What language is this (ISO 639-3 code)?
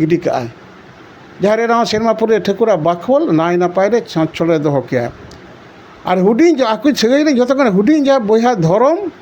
sat